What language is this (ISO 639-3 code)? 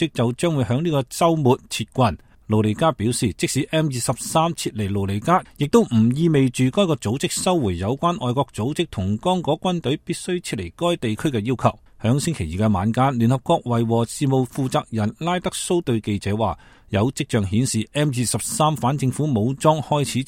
yue